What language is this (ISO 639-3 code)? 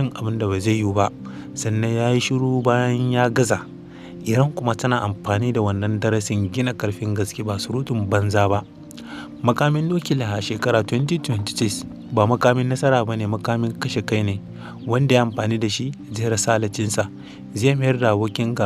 hau